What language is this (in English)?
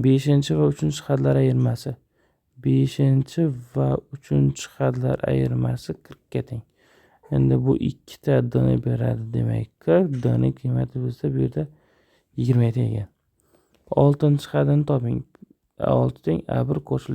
Uzbek